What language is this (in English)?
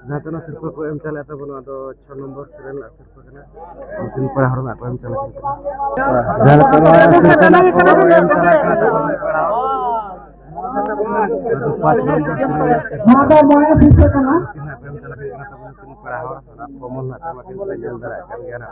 Santali